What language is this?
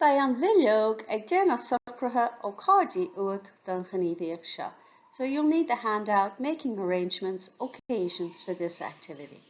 Irish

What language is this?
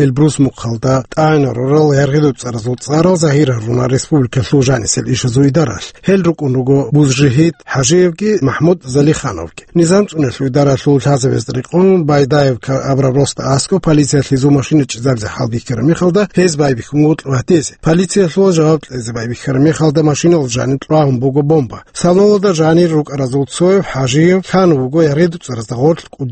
Avaric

